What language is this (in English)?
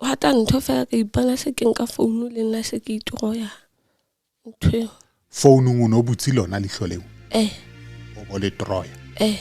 Southern Sotho